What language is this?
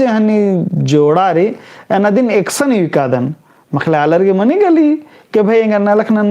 Kurukh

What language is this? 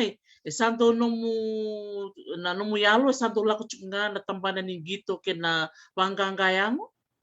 Fijian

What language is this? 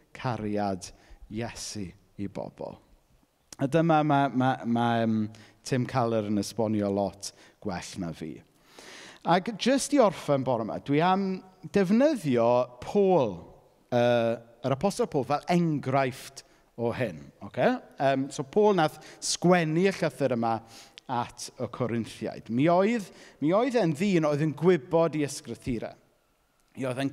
Welsh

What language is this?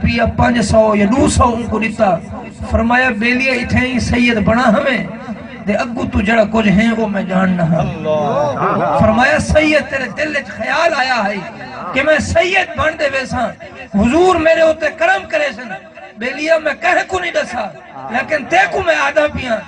Saraiki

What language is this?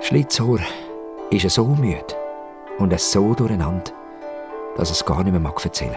Swiss German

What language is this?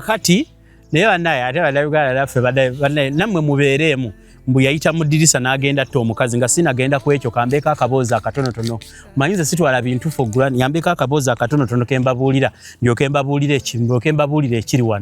Ganda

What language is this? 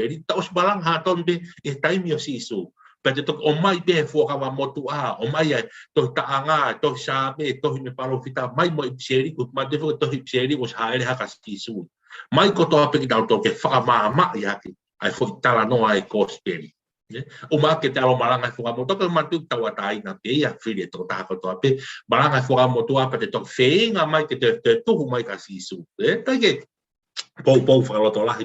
Tongan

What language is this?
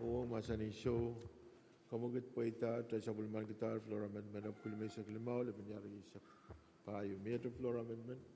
Pohnpeian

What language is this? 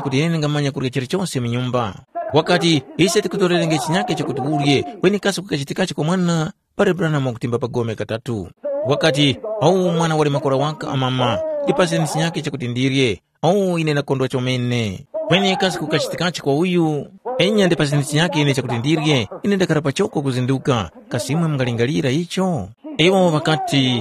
Tumbuka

